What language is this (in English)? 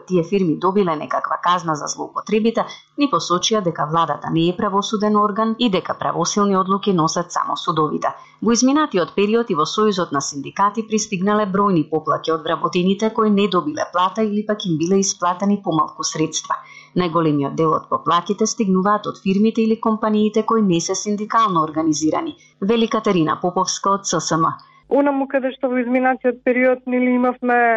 Macedonian